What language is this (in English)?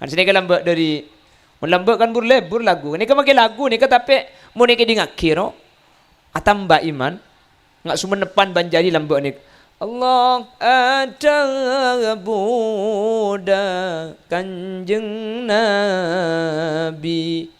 Madurese